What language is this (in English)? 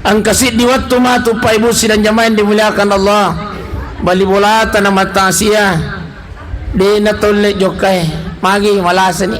Buginese